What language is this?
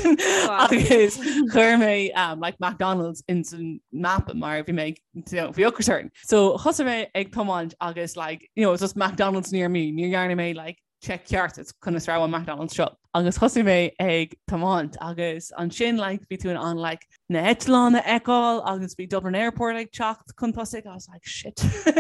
Irish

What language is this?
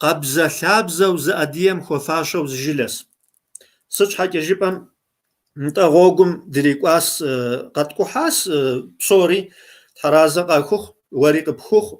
Kabardian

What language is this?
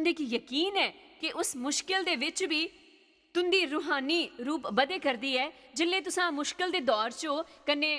Dogri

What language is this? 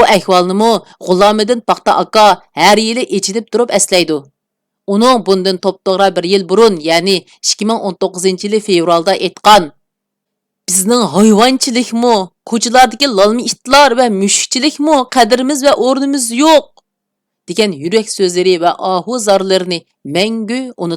Uyghur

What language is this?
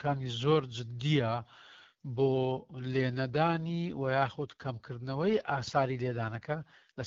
Central Kurdish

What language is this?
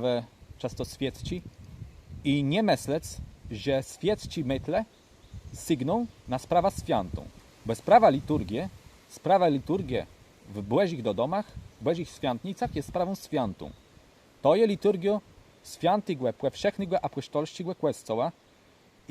Kashubian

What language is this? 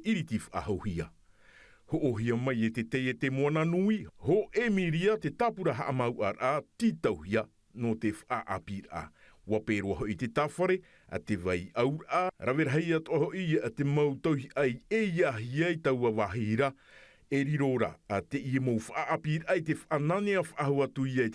Tahitian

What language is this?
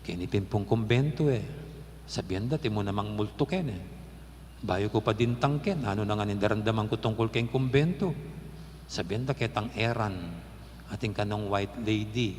Pampanga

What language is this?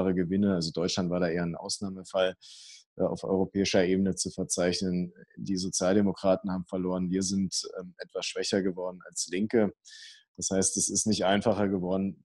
German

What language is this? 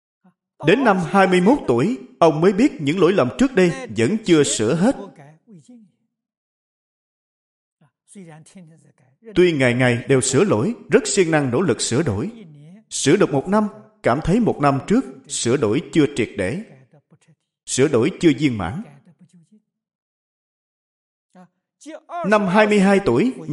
Vietnamese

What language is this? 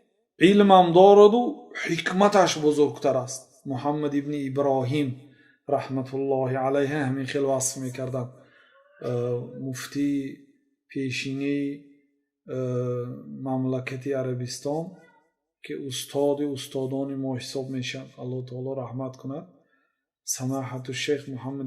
Tajik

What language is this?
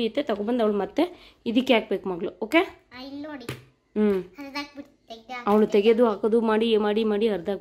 Kannada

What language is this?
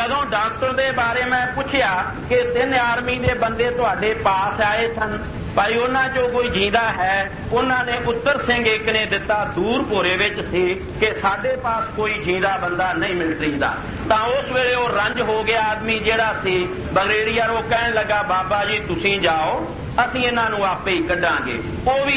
Punjabi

